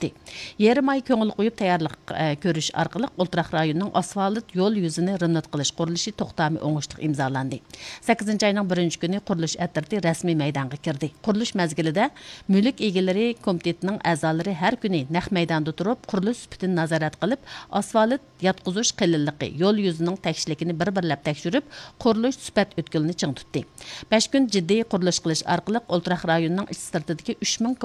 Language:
Uyghur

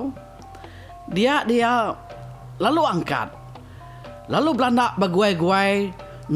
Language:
Iban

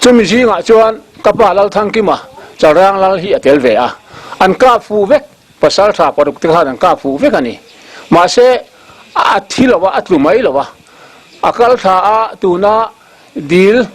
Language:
Mizo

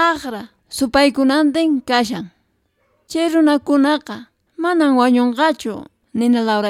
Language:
Quechua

